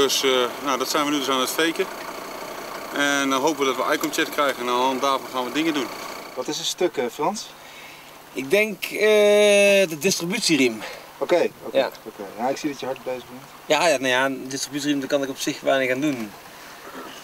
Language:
Dutch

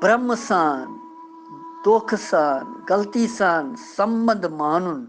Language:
Kashmiri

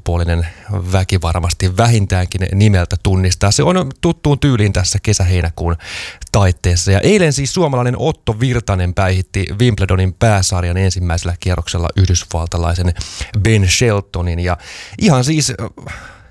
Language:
Finnish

